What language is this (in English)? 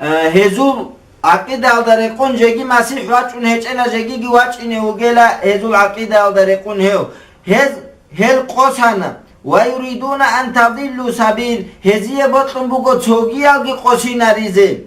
Avaric